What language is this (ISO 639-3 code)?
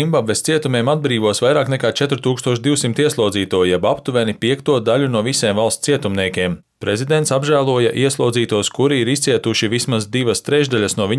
lav